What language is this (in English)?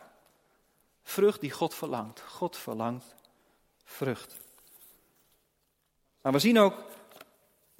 Dutch